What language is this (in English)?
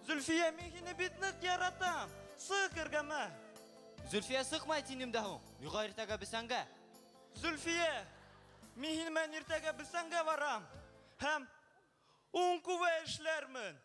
Bashkir